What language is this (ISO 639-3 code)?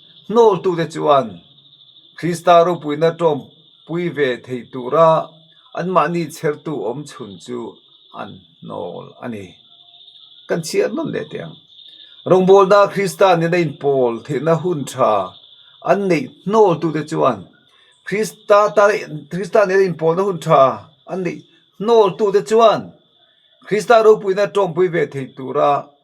lus